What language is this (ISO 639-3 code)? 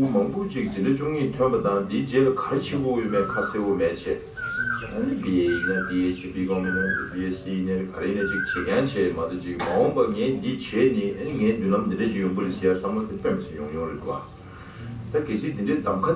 bod